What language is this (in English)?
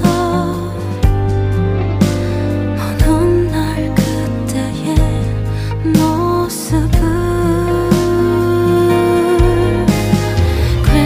Korean